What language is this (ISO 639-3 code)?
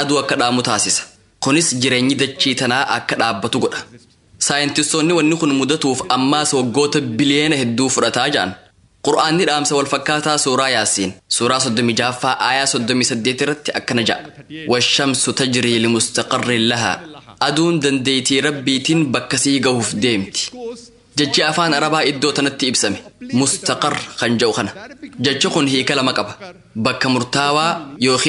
orm